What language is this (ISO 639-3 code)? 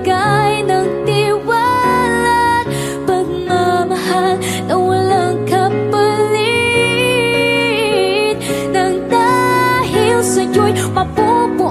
fil